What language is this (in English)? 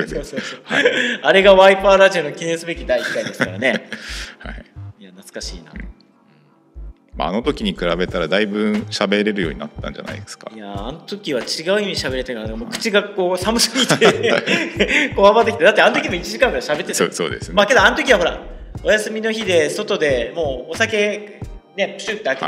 Japanese